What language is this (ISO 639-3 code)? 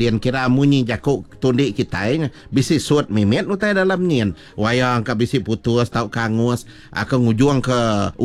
iba